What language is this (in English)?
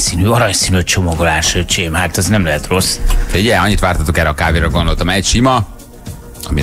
Hungarian